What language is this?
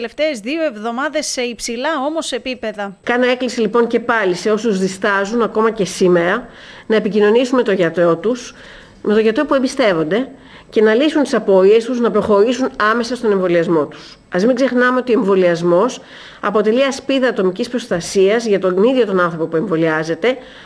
Greek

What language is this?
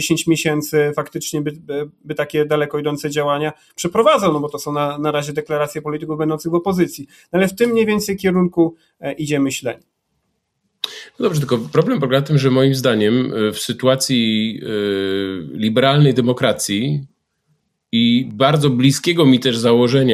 Polish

